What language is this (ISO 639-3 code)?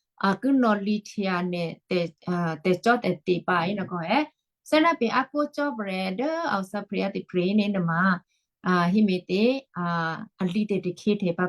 kyu